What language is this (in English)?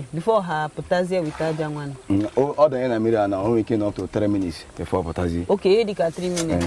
Igbo